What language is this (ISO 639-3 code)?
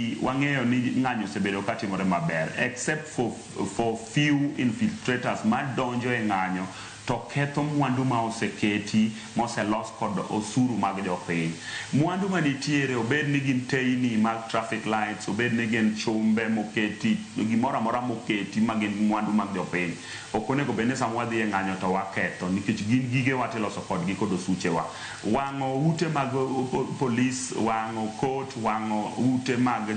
luo